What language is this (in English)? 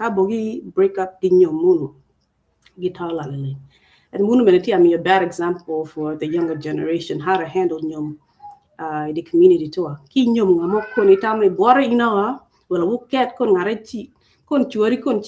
Acoli